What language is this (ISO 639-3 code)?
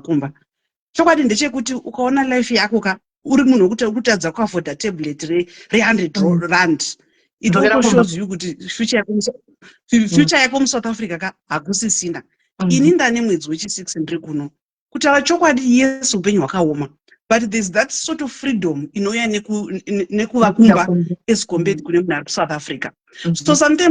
sna